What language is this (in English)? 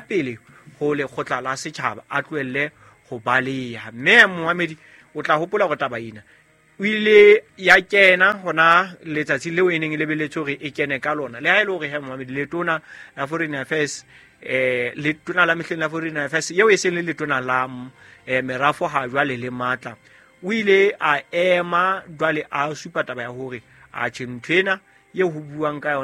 Southern Sotho